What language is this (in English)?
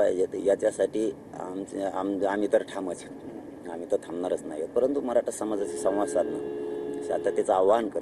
Marathi